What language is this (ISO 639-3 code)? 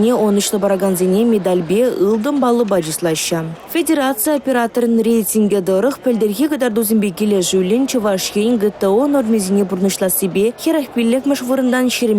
chv